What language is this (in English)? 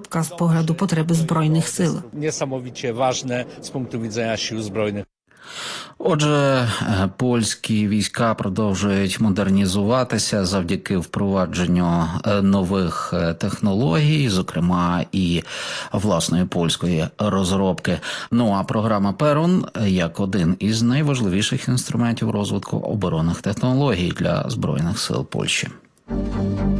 Ukrainian